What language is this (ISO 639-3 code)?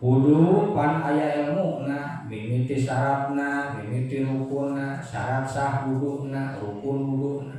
sun